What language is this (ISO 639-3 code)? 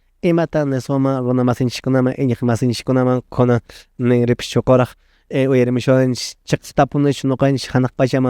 que